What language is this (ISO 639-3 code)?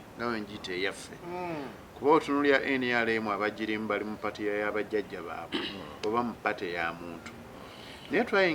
lug